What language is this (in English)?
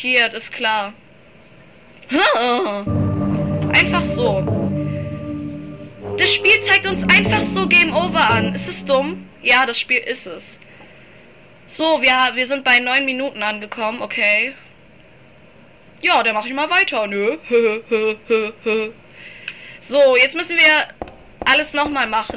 German